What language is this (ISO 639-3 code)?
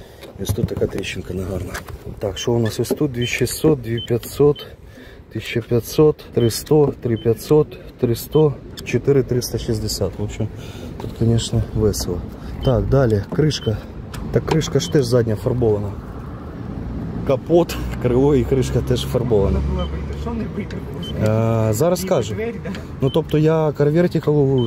ukr